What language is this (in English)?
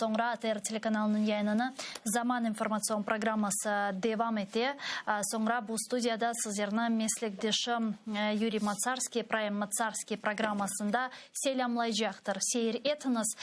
Crimean Tatar